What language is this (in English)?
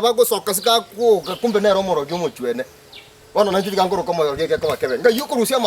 Gusii